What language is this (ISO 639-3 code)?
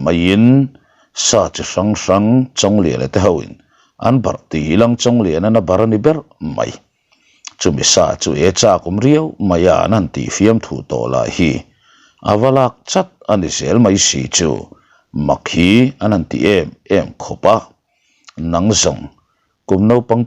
lus